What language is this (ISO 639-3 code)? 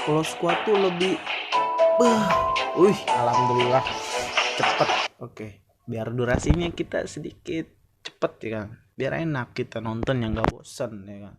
bew